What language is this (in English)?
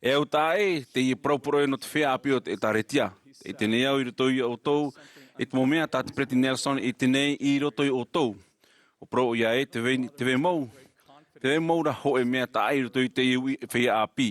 Tahitian